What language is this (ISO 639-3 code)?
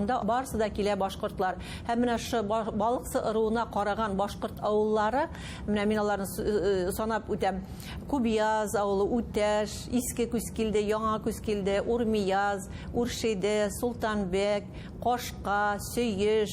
bak